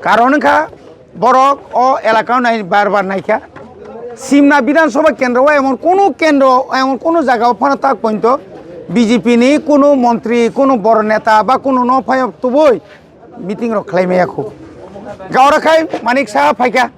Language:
Kok Borok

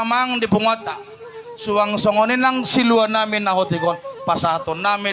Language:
Batak Toba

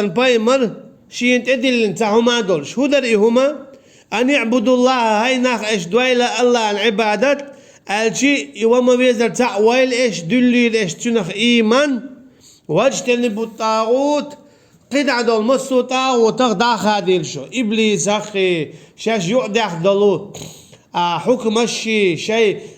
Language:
Chechen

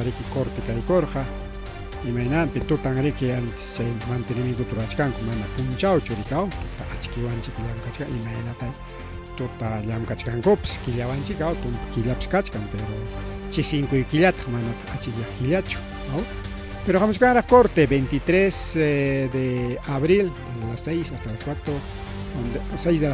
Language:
Ayacucho Quechua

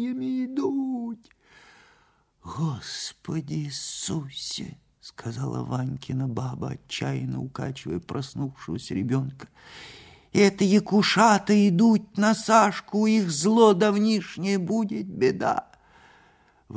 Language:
Russian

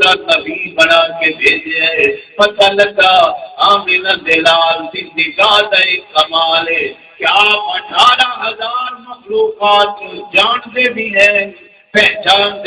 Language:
Saraiki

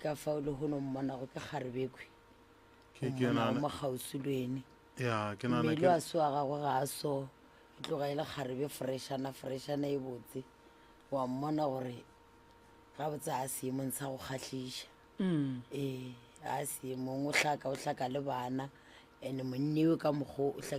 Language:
Northern Sotho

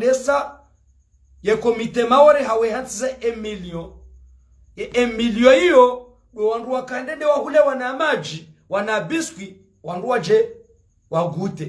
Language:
Ngazidja Comorian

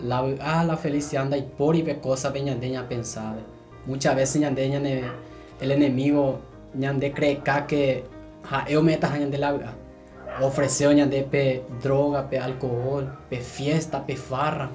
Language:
Guarani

